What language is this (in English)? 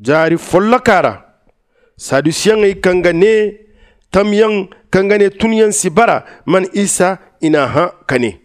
Zarma